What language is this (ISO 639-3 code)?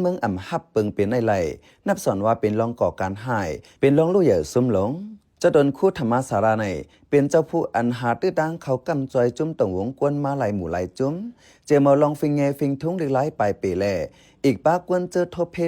shn